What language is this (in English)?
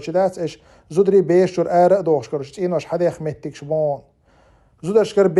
Chechen